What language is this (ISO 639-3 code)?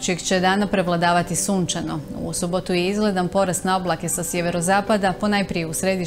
hrv